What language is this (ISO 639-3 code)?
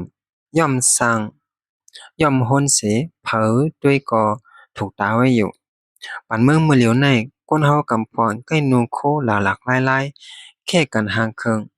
shn